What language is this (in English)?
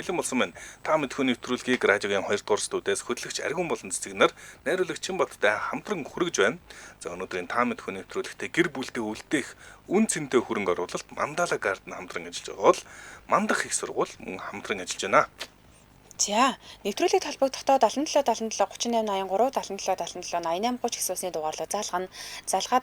Mongolian